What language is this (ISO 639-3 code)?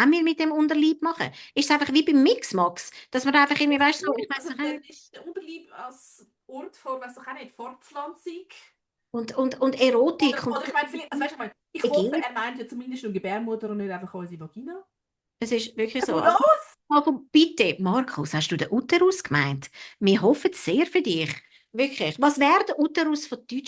gsw